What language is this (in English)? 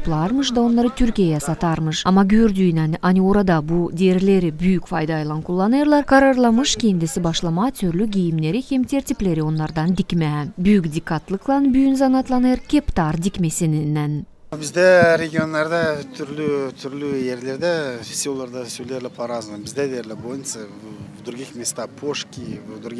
Gagauz